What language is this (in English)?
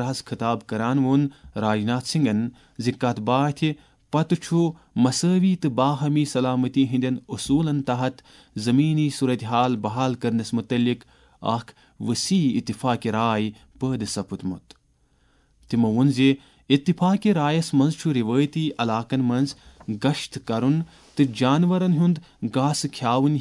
Kashmiri